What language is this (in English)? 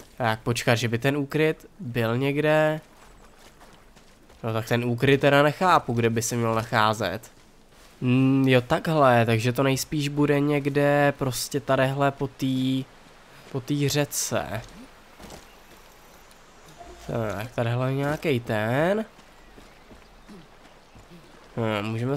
Czech